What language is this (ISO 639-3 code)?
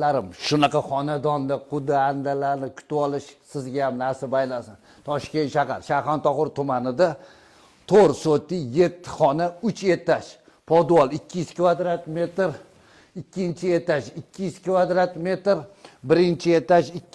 uzb